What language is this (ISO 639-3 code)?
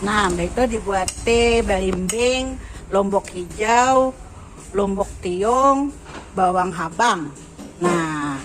bjn